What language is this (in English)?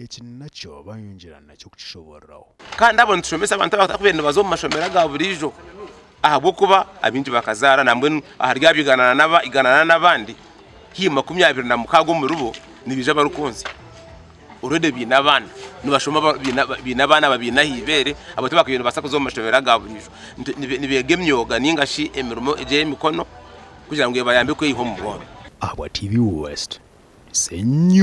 Nyankole